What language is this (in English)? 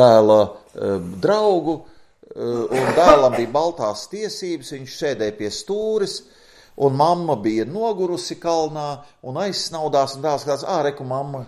Latvian